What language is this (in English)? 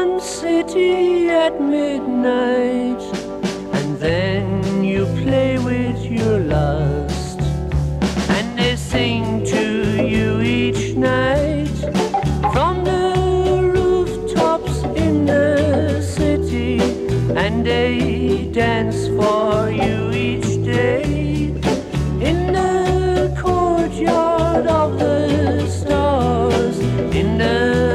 English